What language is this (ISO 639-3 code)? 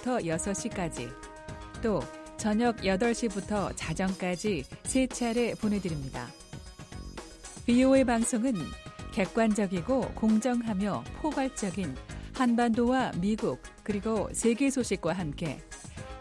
kor